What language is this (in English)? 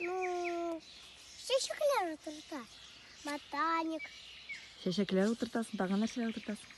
Tatar